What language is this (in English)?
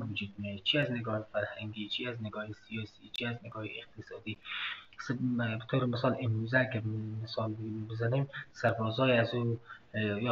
Persian